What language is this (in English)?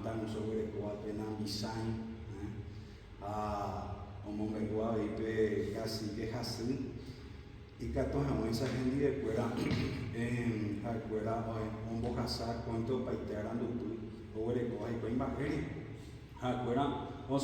Guarani